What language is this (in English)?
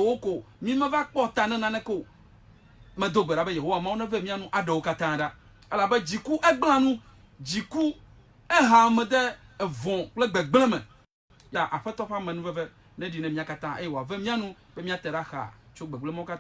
Ewe